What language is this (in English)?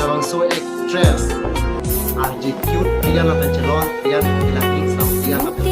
Karbi